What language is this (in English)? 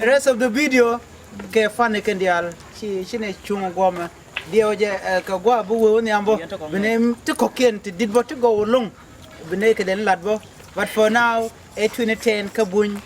Nuer